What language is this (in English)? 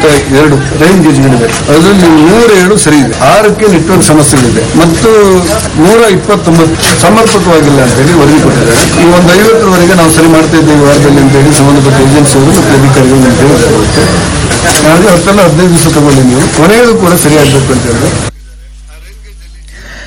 Kannada